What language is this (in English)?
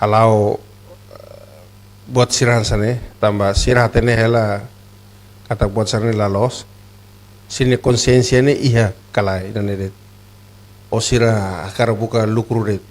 Tetum